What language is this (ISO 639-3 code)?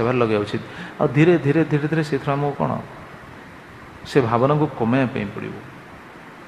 ori